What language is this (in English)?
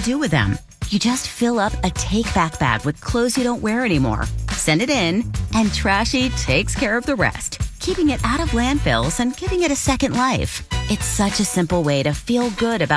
English